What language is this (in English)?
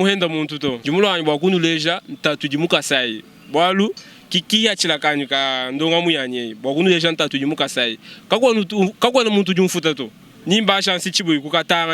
Luba-Lulua